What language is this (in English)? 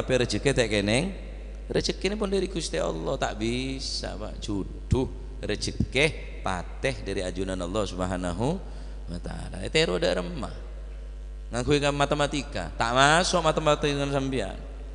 Madurese